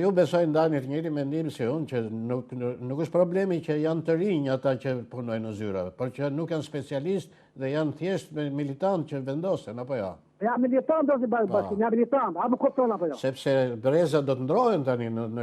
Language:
Albanian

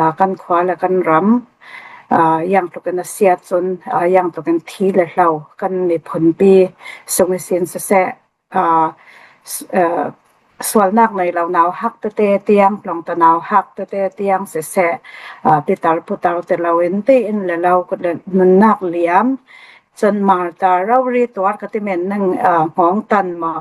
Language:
Falam Chin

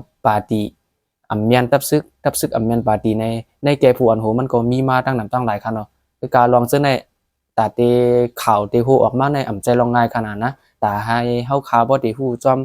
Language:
Shan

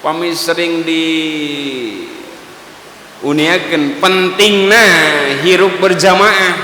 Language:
Sundanese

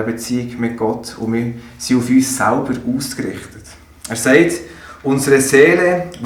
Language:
Swiss German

